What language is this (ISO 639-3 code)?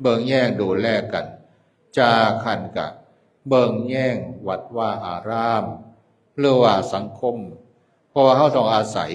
tts